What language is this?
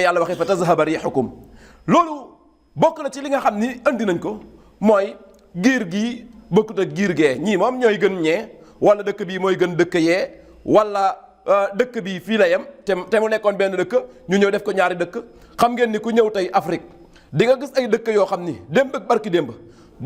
Wolof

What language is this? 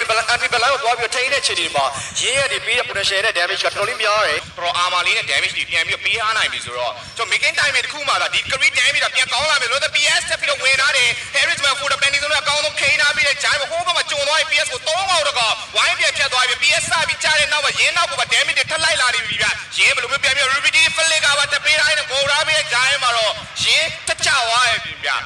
Burmese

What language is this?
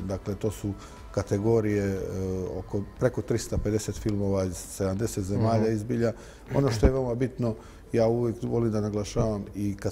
Bosnian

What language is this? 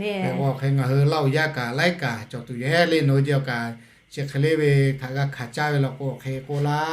Lahu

